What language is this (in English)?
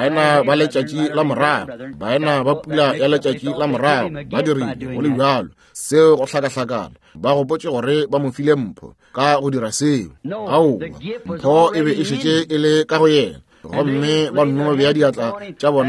Northern Sotho